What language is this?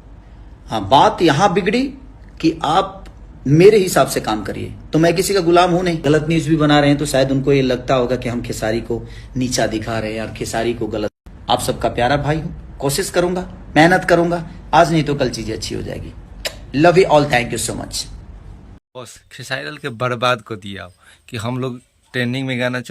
Bhojpuri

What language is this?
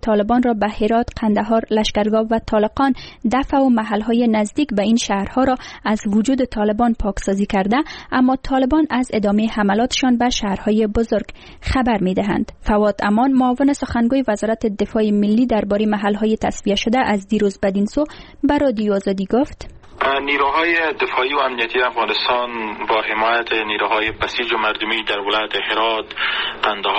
Persian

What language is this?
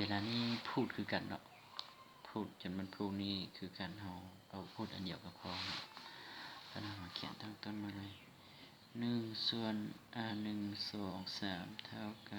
Lao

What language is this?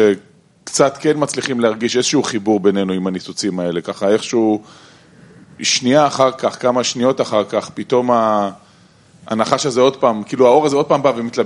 Hebrew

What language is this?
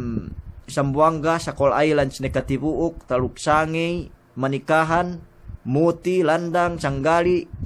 Yakan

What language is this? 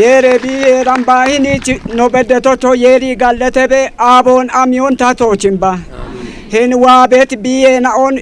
Kafa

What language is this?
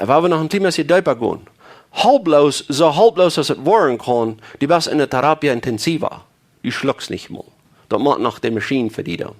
Plautdietsch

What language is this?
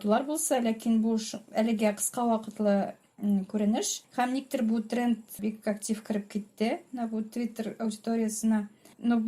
Tatar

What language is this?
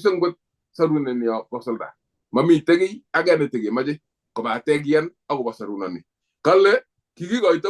Kalenjin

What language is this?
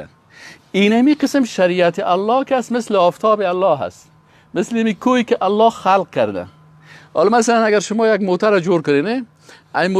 Persian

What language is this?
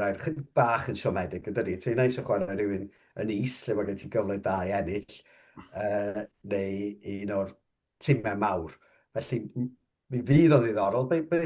Welsh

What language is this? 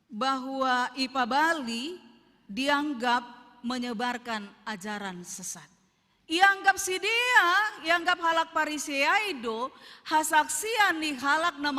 Batak Simalungun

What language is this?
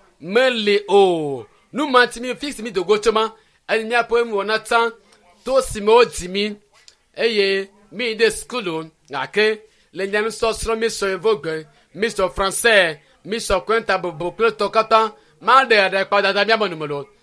Ewe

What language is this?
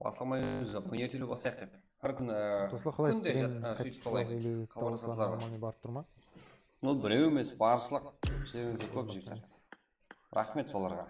Kara-Kalpak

